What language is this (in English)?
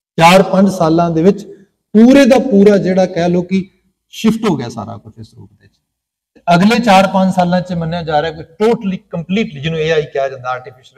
Punjabi